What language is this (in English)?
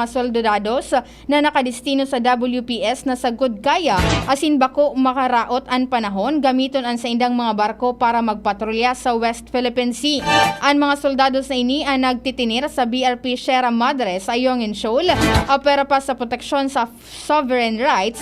Bikol